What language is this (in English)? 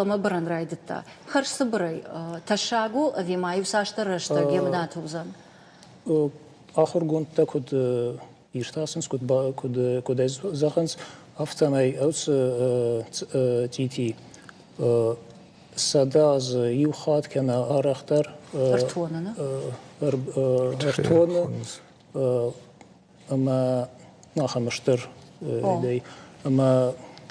Ossetic